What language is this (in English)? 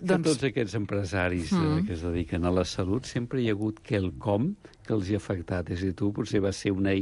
Catalan